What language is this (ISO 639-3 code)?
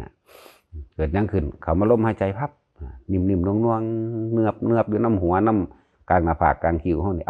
tts